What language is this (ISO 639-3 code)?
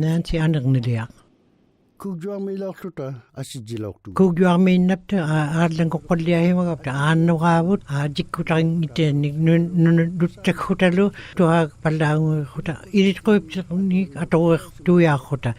ikt